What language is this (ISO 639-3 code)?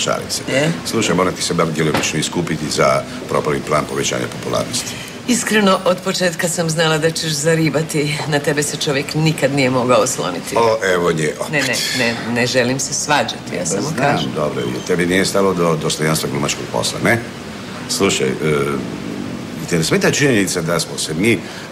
hrv